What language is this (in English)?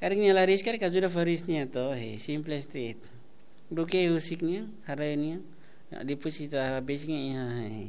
Tetum